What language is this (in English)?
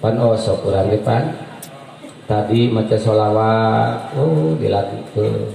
Sundanese